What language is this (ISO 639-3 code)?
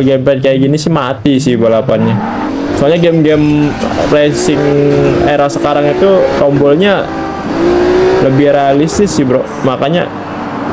ind